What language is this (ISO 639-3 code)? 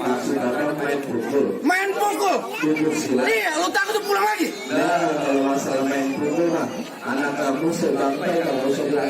bew